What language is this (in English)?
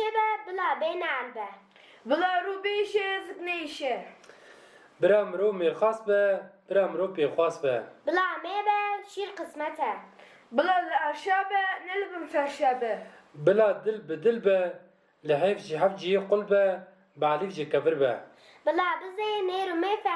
Kurdish